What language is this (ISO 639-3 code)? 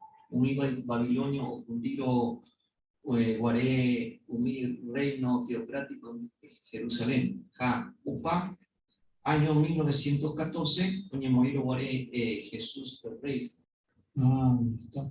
grn